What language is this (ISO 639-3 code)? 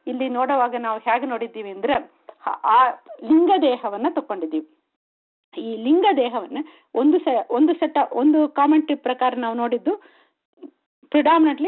kan